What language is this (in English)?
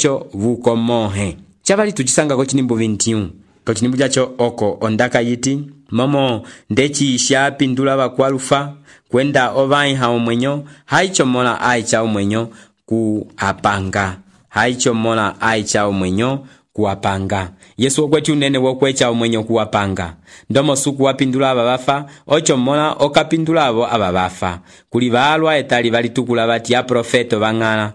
Umbundu